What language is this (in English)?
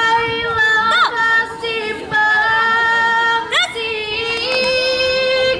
Minangkabau